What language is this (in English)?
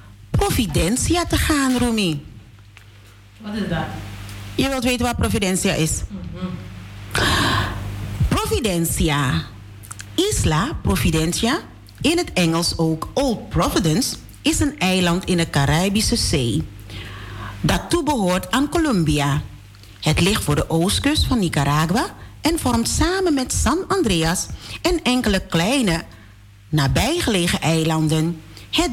Dutch